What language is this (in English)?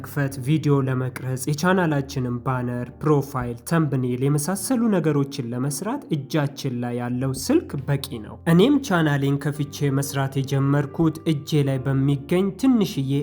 Amharic